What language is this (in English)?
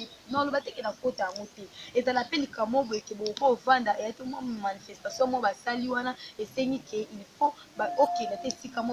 Lingala